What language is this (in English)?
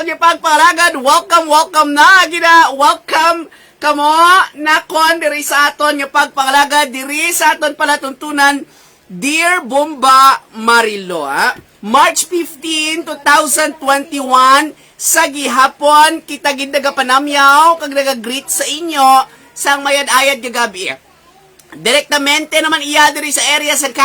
Hiligaynon